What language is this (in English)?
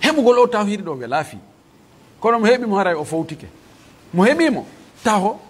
Pular